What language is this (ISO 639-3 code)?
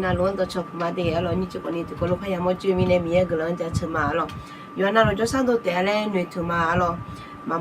ahk